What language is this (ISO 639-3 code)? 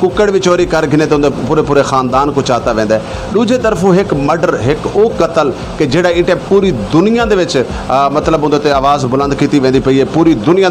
skr